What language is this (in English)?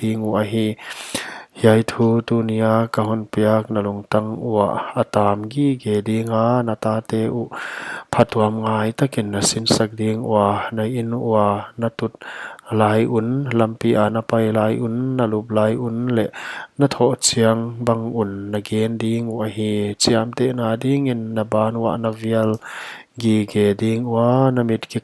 Paite Chin